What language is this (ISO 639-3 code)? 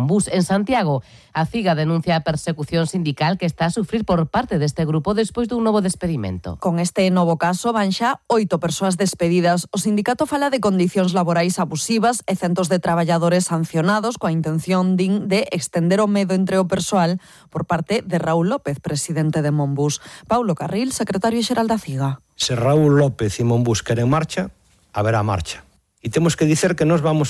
glg